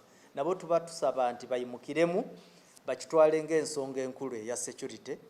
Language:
Ganda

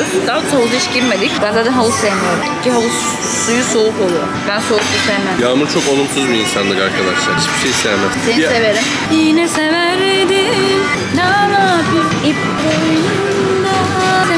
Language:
Turkish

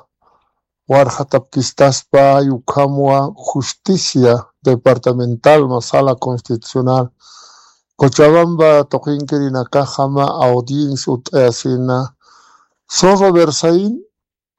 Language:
Aymara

